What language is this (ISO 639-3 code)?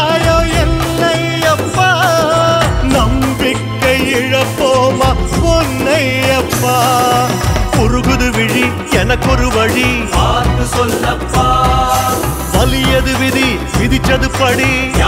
tam